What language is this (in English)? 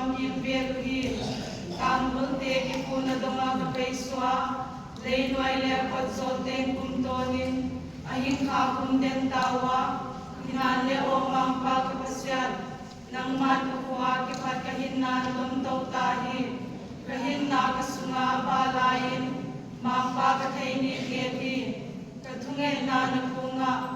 Tedim Chin